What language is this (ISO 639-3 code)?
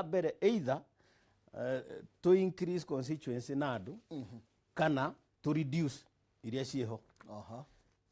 kik